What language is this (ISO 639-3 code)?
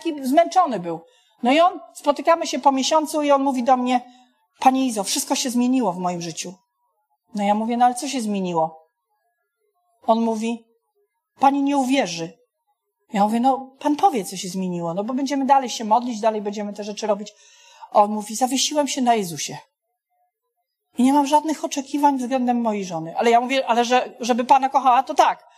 pol